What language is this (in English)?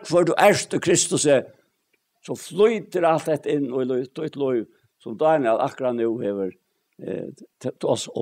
Faroese